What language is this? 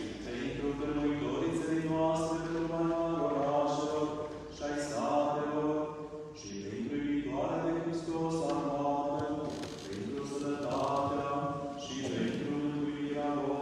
Romanian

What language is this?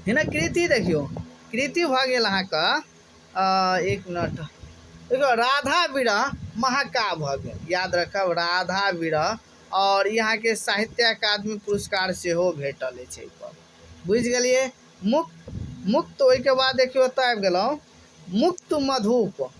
Maithili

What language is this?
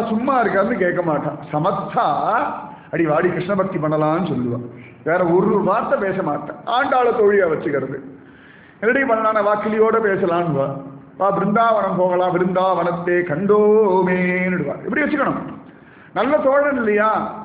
Tamil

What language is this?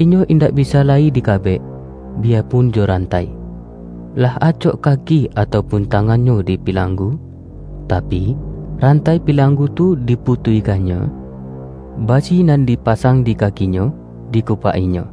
Minangkabau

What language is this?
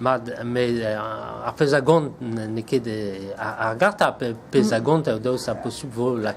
Breton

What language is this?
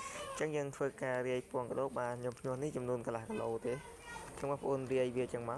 Khmer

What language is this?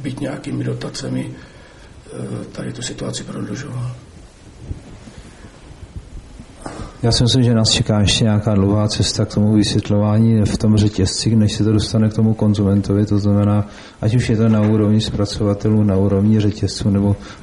Czech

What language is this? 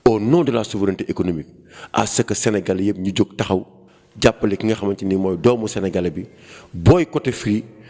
Wolof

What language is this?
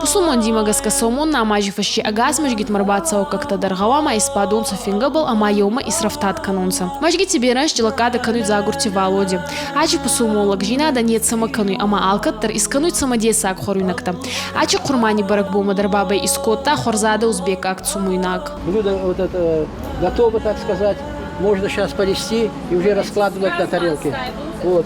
Ossetic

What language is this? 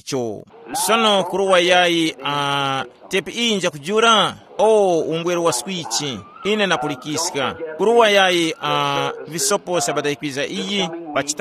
Tumbuka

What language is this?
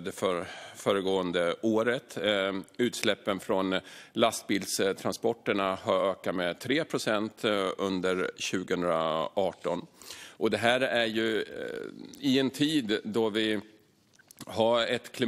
Swedish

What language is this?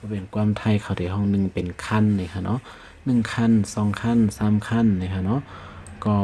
Shan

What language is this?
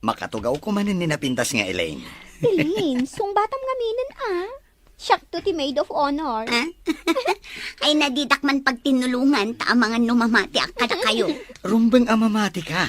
Iloko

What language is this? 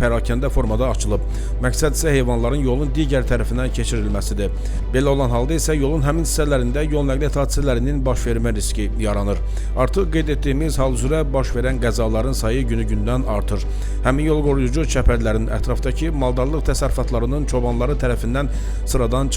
Azerbaijani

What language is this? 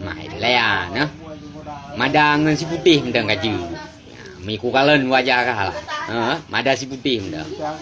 Achinese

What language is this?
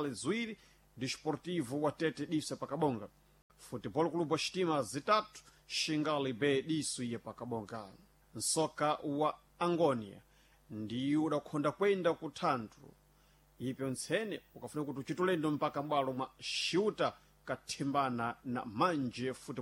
Sena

